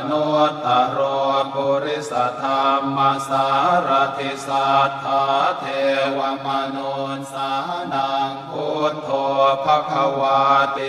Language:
Pali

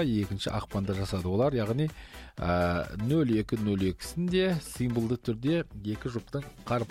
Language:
Kazakh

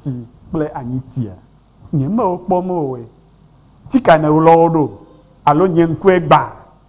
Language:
Ewe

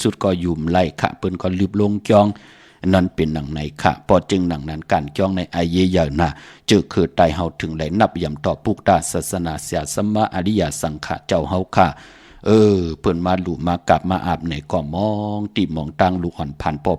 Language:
Shan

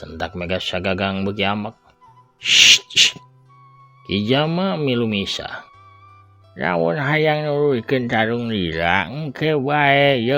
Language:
Sundanese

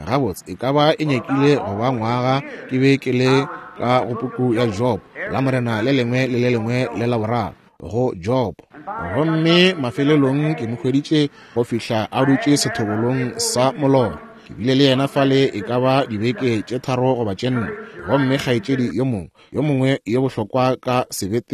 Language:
Northern Sotho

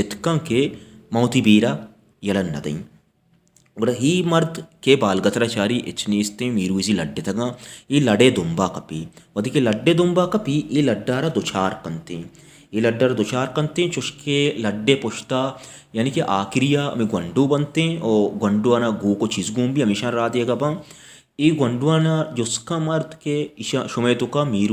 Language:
Baluchi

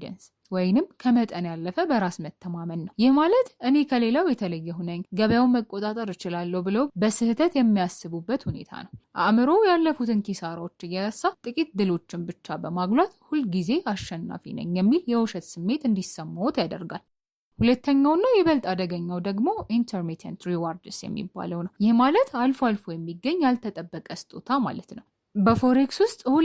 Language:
Amharic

